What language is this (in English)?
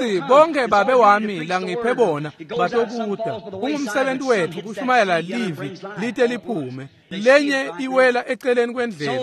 Swati